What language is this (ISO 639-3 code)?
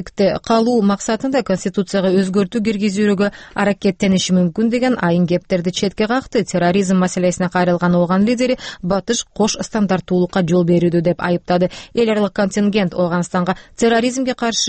kir